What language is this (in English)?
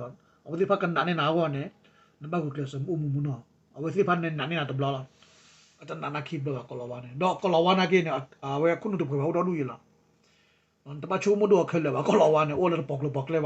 S'gaw Karen